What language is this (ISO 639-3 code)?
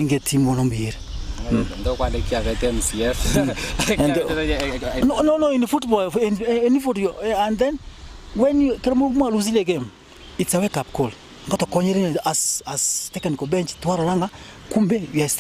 guz